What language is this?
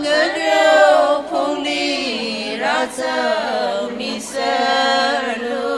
Tangkhul Naga (India)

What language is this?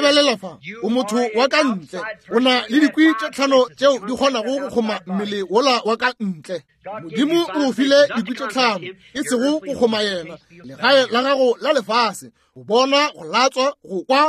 Northern Sotho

